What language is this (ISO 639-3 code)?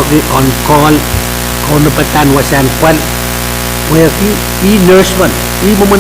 pon